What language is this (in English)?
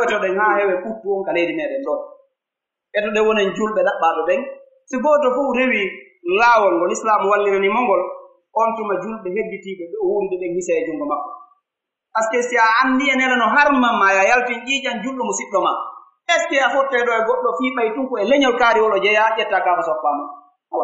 Pular